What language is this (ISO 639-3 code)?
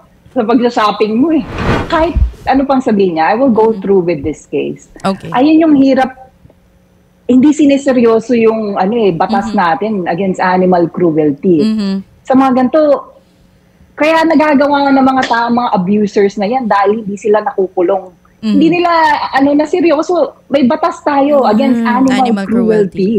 fil